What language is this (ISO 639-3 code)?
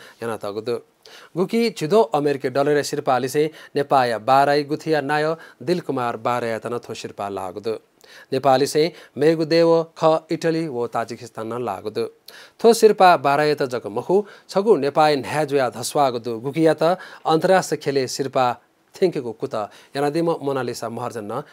new